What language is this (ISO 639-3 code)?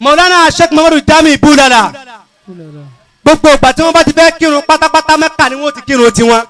yor